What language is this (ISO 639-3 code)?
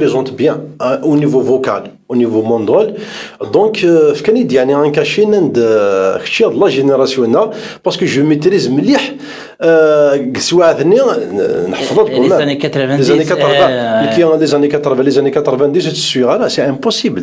kab